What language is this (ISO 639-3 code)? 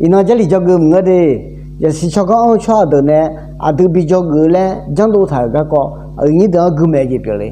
ahk